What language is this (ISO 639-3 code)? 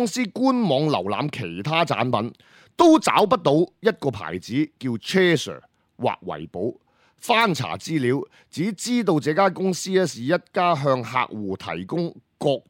yue